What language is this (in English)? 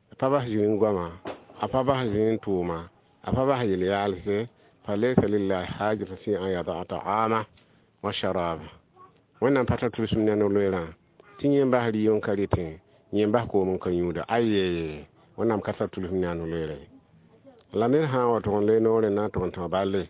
Mossi